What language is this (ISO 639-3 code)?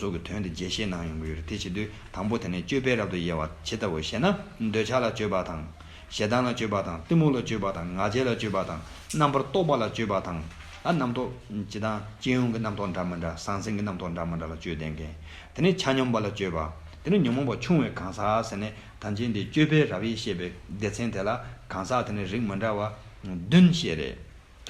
bod